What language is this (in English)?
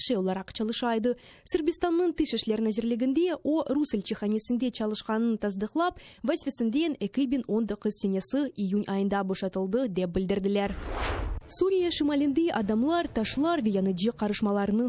Crimean Tatar